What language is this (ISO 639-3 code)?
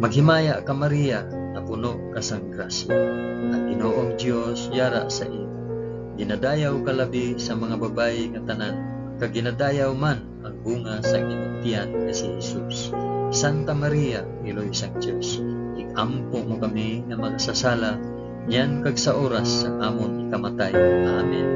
hil